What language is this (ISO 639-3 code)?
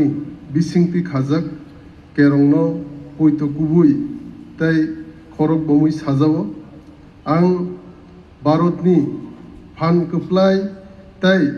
trp